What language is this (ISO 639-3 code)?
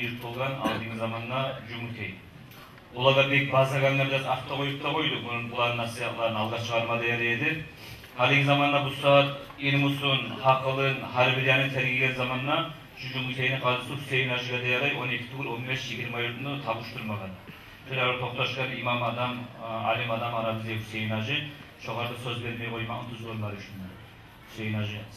kum